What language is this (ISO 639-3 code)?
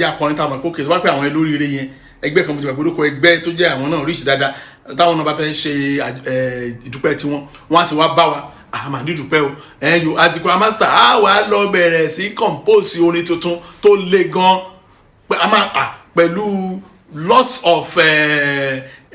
yor